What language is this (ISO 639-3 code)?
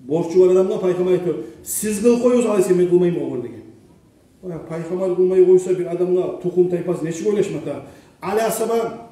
kum